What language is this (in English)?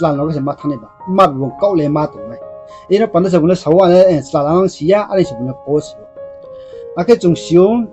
Riang (India)